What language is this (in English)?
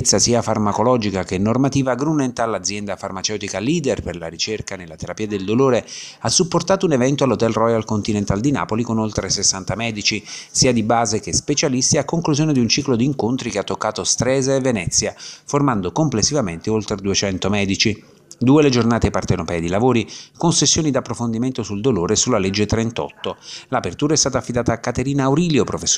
Italian